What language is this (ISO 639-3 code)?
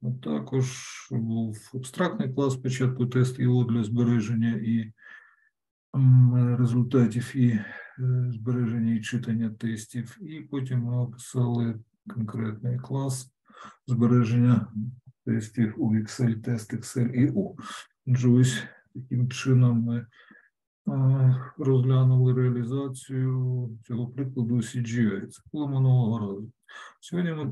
ukr